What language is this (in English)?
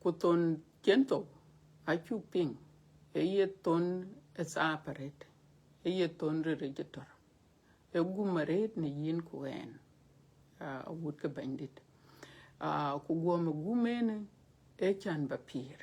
Dinka